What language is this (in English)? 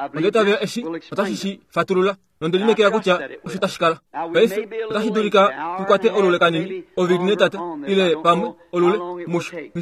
Kuanyama